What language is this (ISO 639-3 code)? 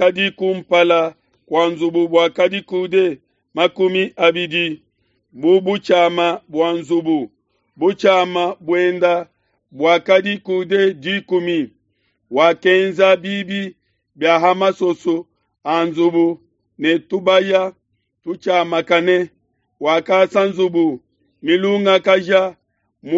lua